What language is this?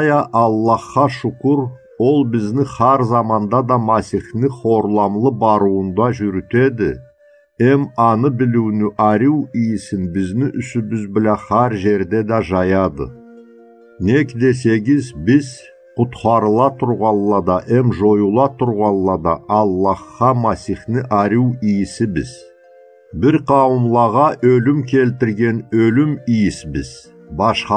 Karachay-Balkar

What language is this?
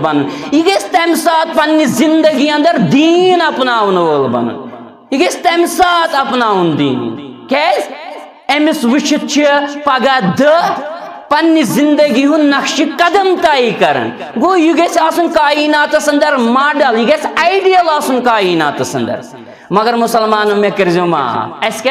Kashmiri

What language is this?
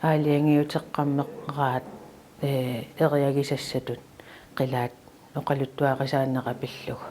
Kalaallisut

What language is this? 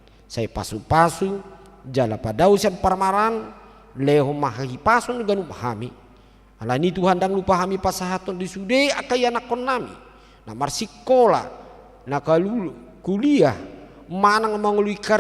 Batak Toba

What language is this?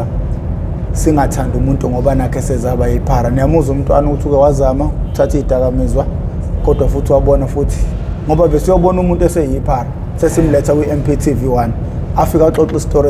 Zulu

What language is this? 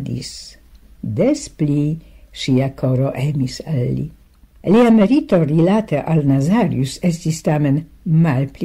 Esperanto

